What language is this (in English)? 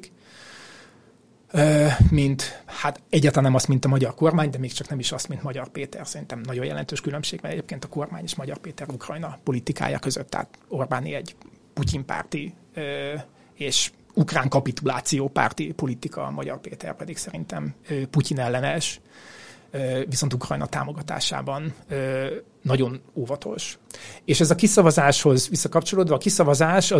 Hungarian